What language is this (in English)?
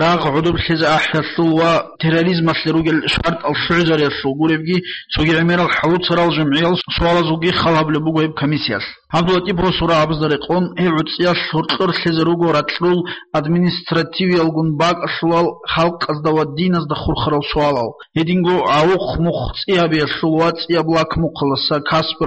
Avaric